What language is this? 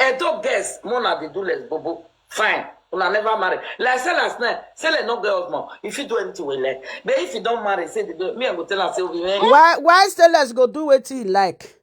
Nigerian Pidgin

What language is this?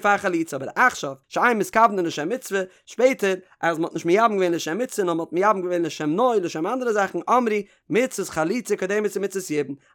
Yiddish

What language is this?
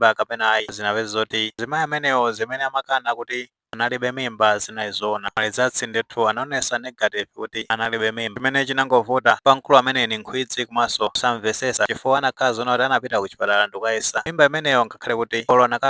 Nyanja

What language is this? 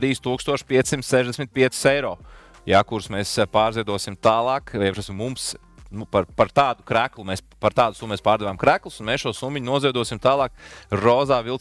Latvian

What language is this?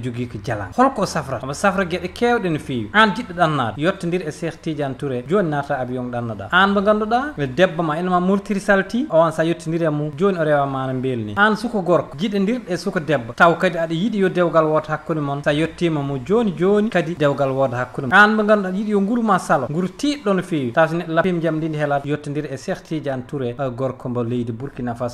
Fula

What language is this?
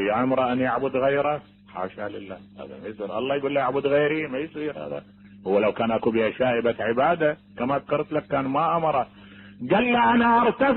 Mesopotamian Arabic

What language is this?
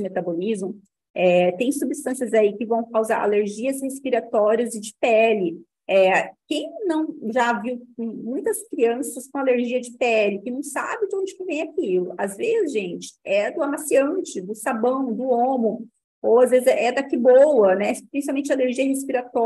Portuguese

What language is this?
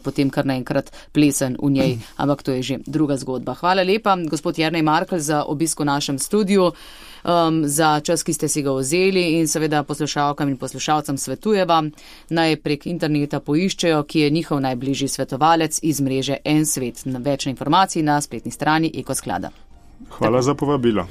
Slovenian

